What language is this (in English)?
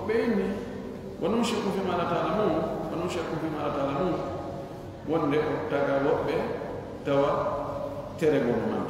Fula